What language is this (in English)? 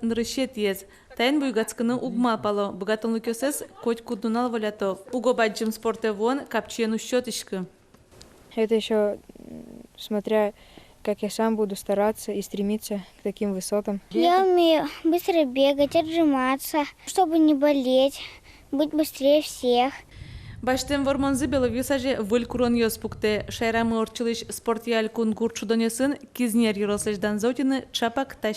Udmurt